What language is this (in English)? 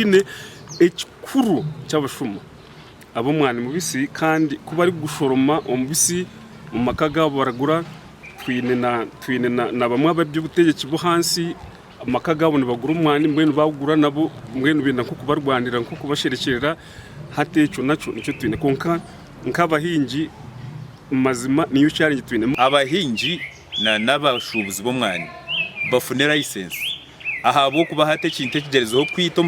Nyankole